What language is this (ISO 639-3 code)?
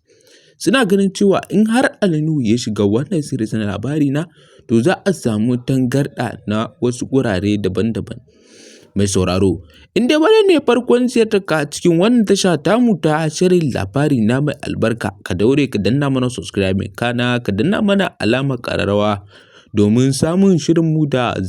hau